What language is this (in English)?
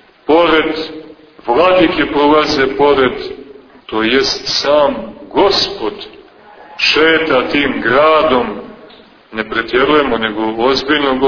Serbian